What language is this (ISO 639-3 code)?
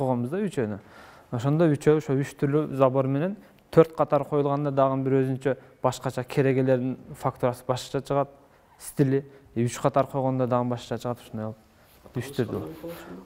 kir